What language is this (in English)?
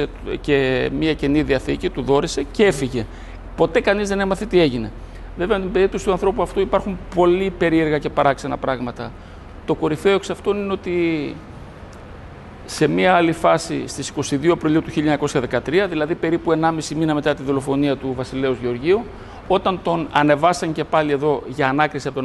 Greek